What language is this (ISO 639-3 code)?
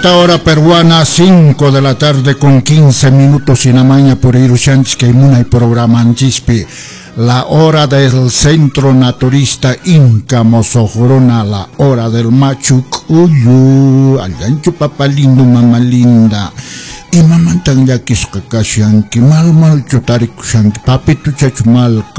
que